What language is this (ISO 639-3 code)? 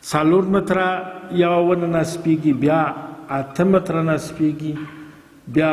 pus